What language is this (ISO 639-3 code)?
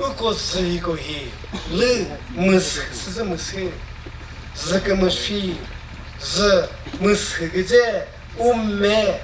nri